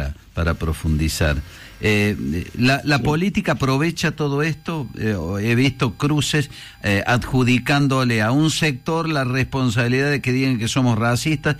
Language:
Spanish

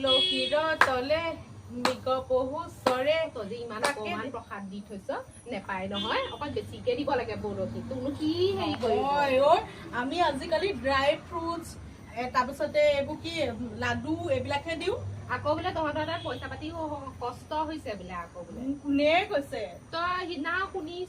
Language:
Assamese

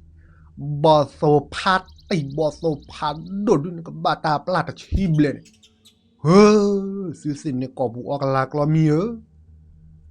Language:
S'gaw Karen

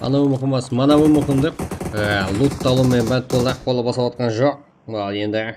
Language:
Kara-Kalpak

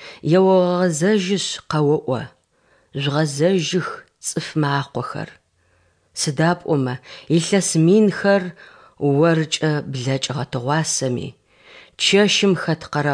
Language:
Adyghe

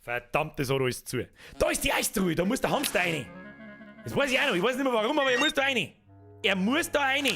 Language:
Bavarian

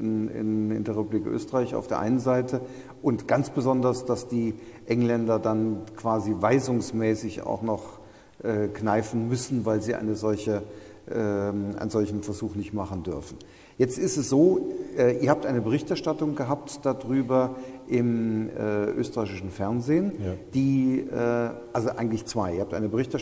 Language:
German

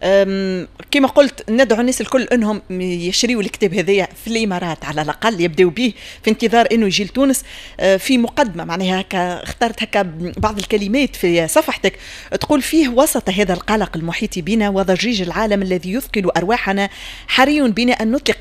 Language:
Tunisian Arabic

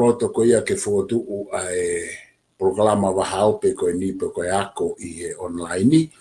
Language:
Tongan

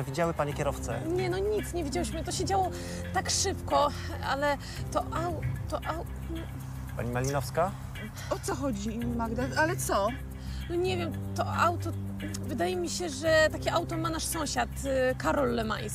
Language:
Polish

